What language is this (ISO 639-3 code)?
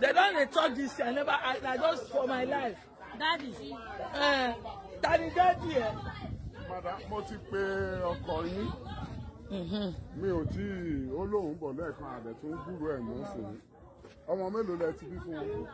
pcm